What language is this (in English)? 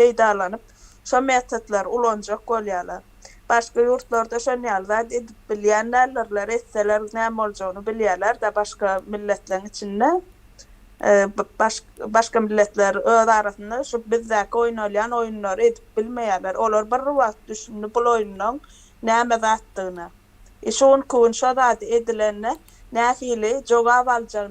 Turkmen